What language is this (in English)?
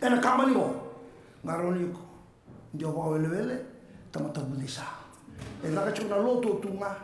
Fijian